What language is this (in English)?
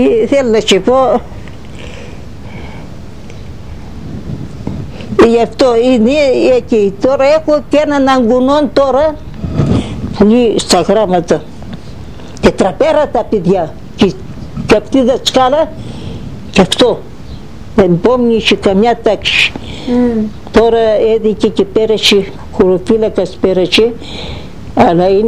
Greek